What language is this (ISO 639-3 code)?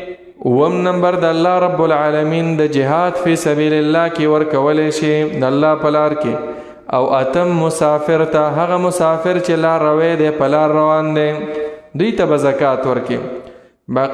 pus